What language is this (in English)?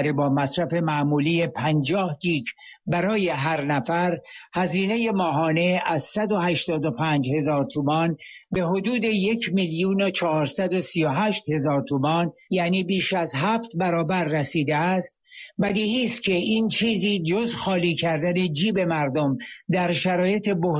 Persian